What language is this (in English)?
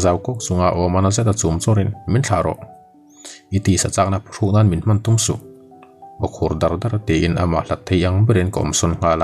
Mizo